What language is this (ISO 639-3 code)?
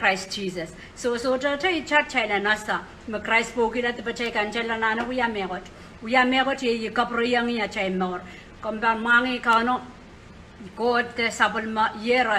pon